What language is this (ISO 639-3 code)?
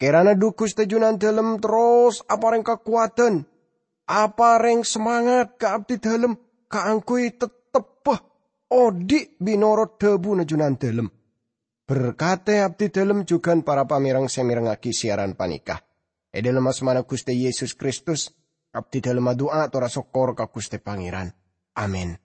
mad